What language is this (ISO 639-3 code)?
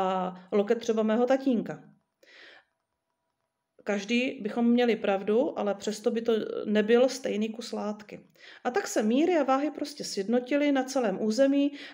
ces